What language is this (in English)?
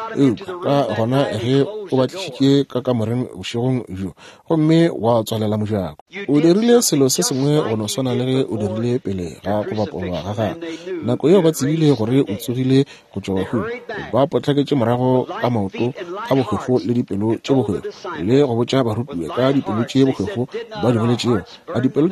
Northern Sotho